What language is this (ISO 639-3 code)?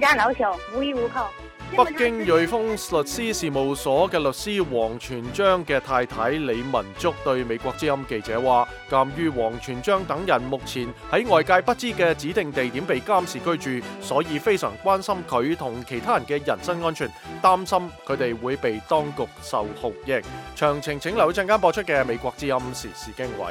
yue